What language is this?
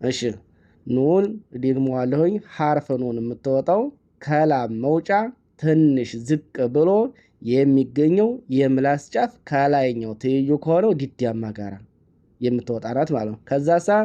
Amharic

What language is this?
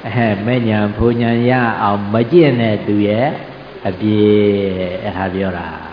Burmese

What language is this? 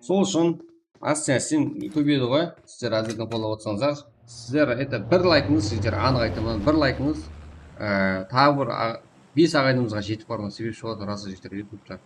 Kara-Kalpak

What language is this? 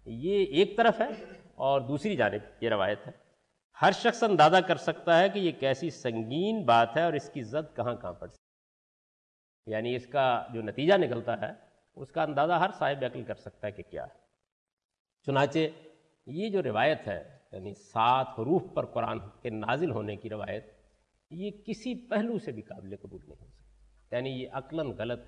Urdu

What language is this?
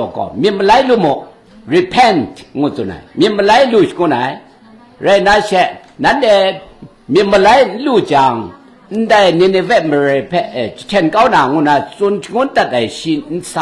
Kachin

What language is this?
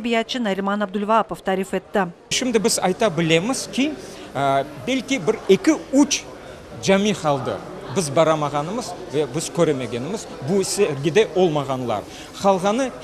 Crimean Tatar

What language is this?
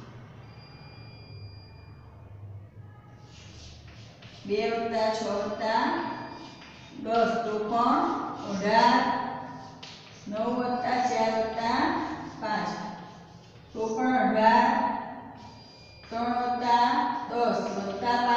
Gujarati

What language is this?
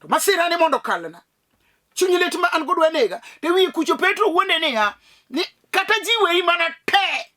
Luo (Kenya and Tanzania)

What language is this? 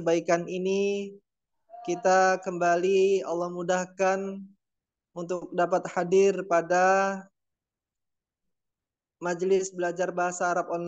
Indonesian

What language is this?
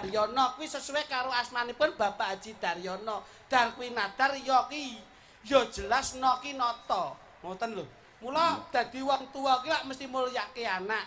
Javanese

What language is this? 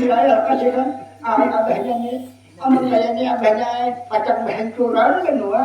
Banjar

